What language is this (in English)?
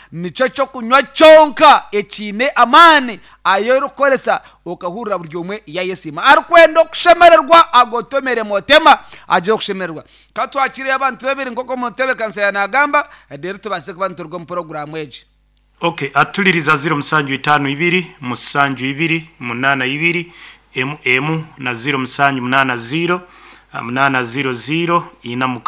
Nyankole